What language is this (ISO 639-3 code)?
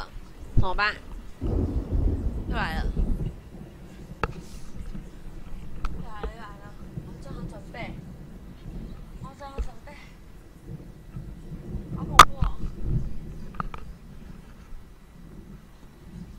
zho